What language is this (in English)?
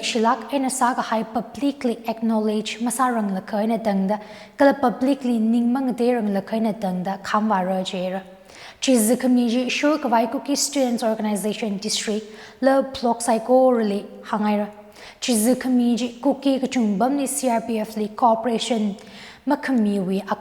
Tangkhul Naga (India)